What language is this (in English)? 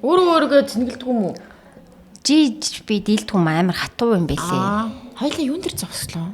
Mongolian